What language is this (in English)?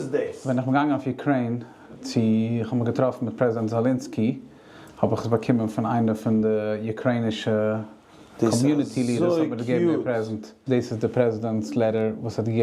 Yiddish